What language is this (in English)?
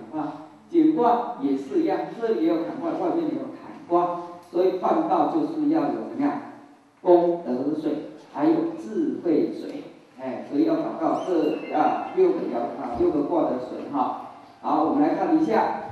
Chinese